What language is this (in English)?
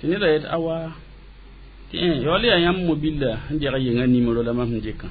Mossi